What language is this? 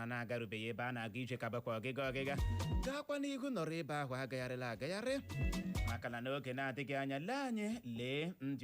Igbo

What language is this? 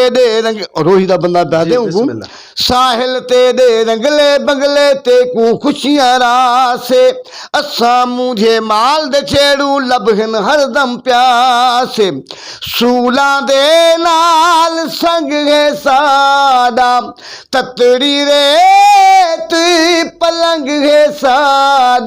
Saraiki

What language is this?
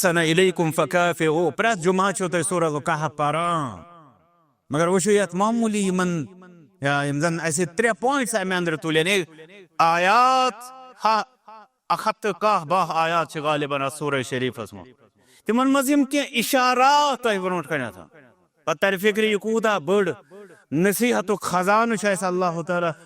Kashmiri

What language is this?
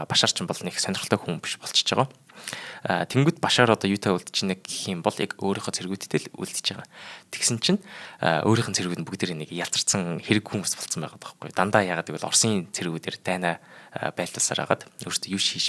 Mongolian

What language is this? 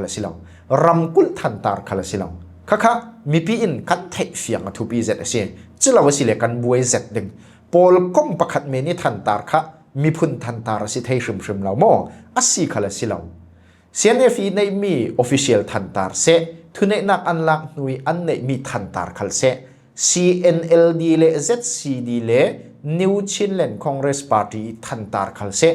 Falam Chin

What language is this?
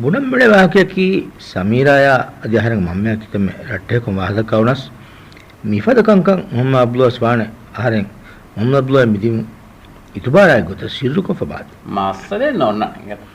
Divehi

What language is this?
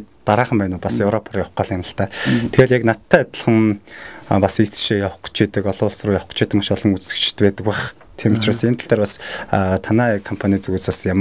Mongolian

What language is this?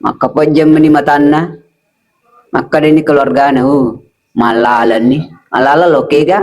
Buginese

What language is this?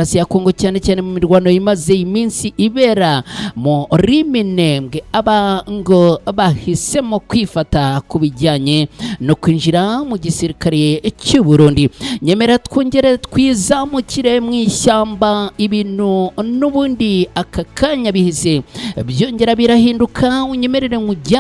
Kinyarwanda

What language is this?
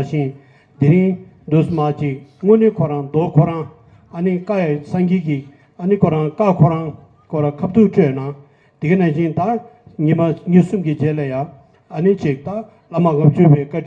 Tibetan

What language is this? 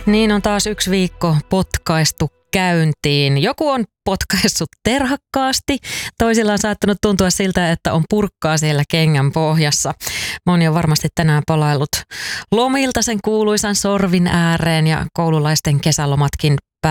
Finnish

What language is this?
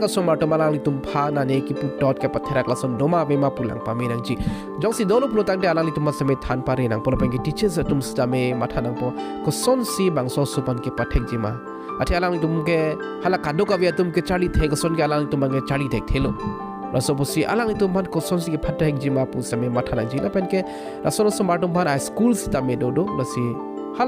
Karbi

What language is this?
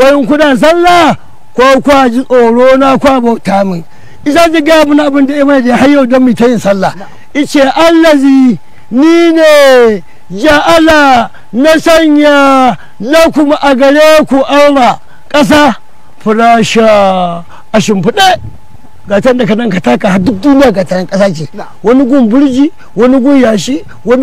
Hausa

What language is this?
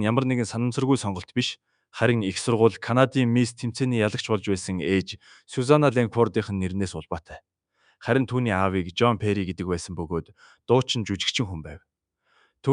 Mongolian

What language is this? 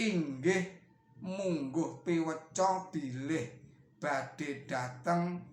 Javanese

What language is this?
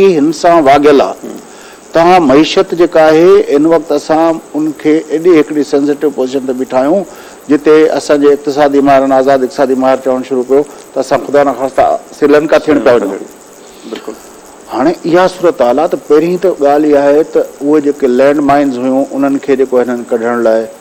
Sindhi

